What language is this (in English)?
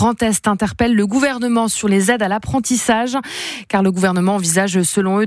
French